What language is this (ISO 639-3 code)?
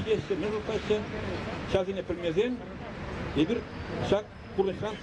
chv